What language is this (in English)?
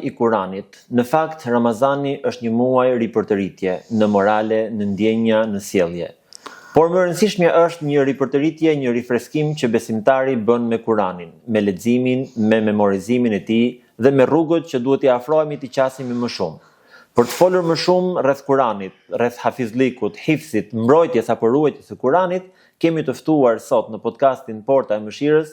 Albanian